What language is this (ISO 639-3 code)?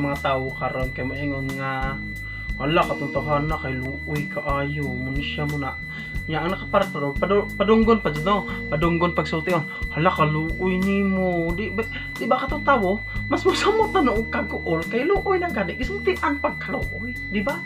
ceb